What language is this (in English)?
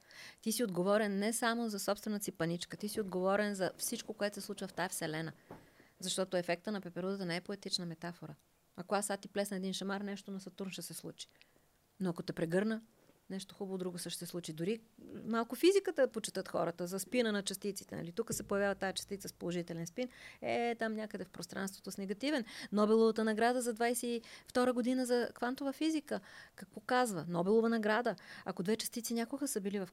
Bulgarian